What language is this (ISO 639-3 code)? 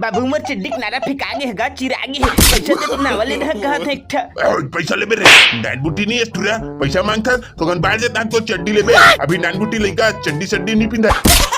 hne